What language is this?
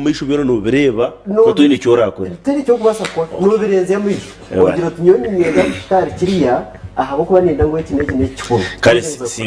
Nyankole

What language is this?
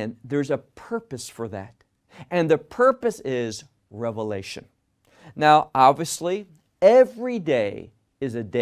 English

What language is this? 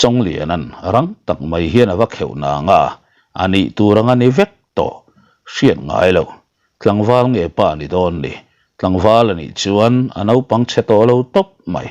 Mizo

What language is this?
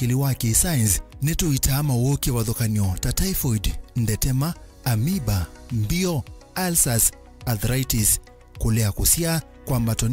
Kamba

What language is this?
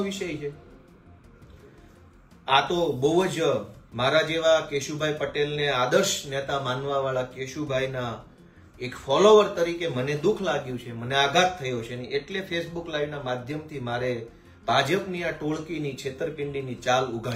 Gujarati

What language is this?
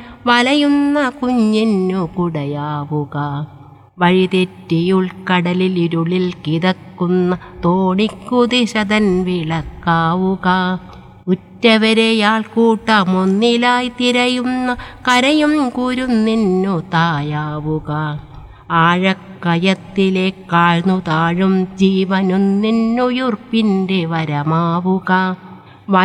Malayalam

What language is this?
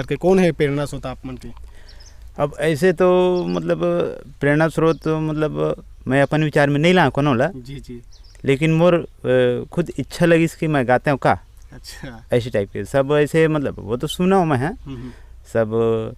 Chhattisgarhi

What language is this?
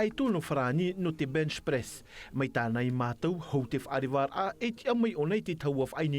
Tahitian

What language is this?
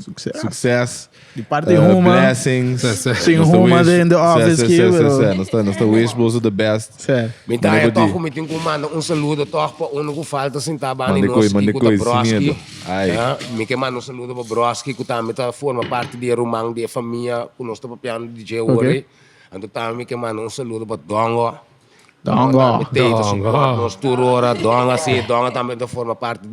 Papiamento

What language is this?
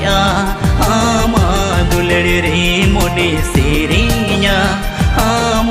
Santali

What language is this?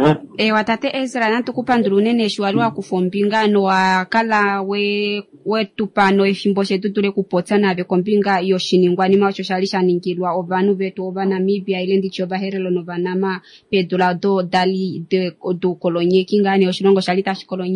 Kuanyama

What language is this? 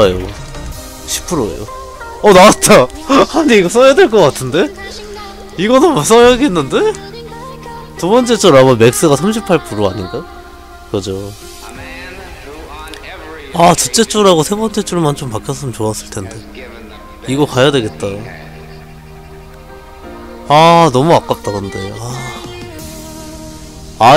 Korean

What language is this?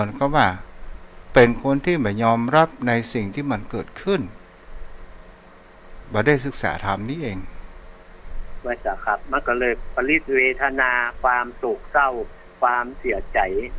Thai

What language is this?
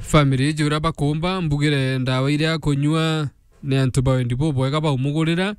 Meru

